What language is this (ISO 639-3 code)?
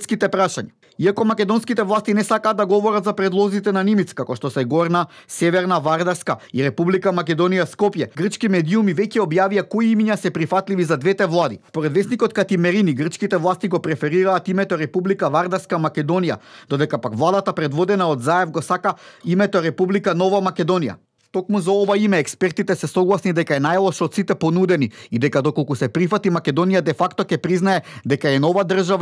mkd